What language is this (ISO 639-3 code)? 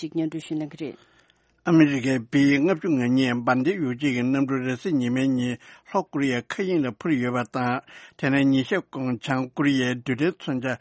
bod